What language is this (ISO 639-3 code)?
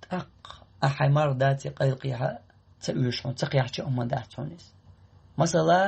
che